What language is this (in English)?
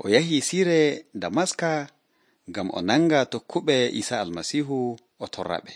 Nigerian Fulfulde